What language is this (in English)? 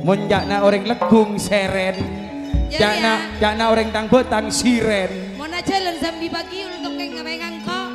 Madurese